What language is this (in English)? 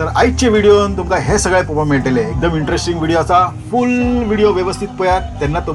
Konkani